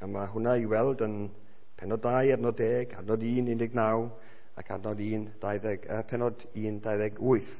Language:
Welsh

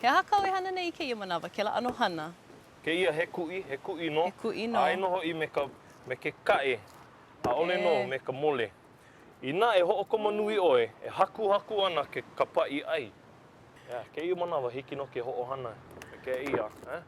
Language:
Hawaiian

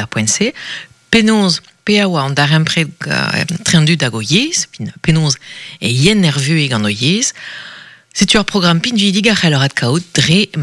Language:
Breton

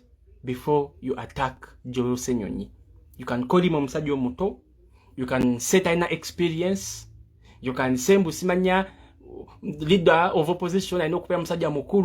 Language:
Ganda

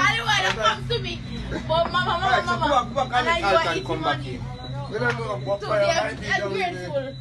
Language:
Jamaican Creole English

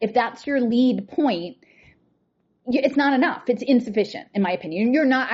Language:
English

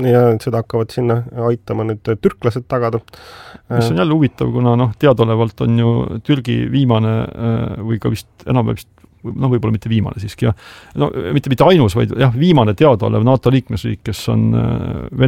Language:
Estonian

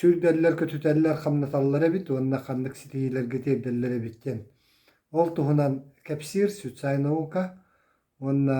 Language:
Yakut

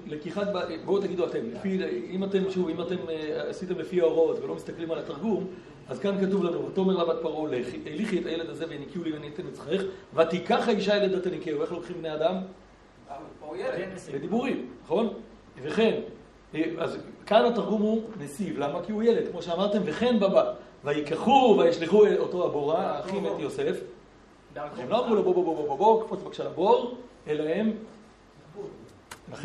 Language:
Hebrew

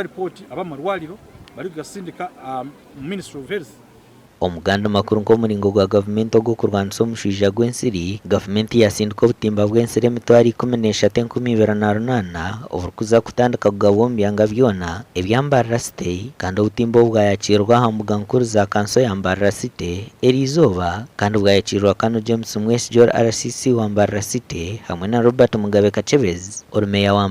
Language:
Nyankole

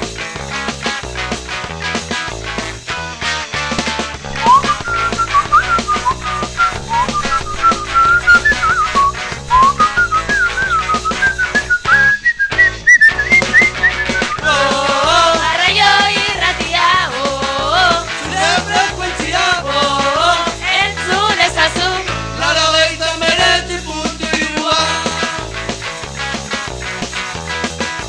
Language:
Basque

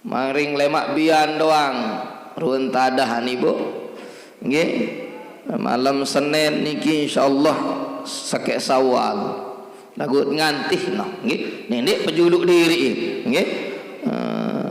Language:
Sasak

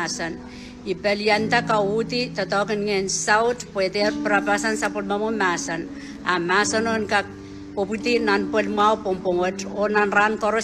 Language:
Pohnpeian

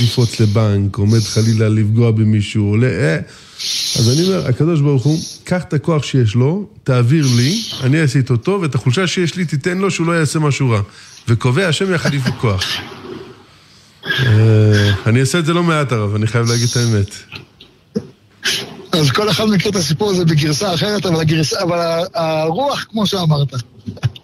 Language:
Hebrew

